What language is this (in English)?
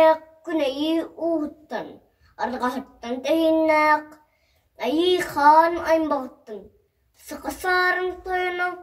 Yakut